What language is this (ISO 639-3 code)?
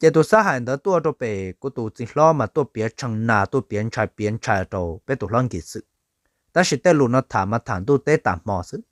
hmn